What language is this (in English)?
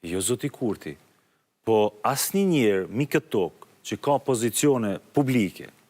Albanian